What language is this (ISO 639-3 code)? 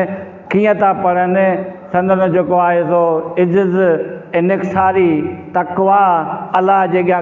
snd